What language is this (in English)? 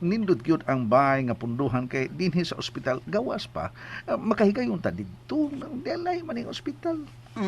Cebuano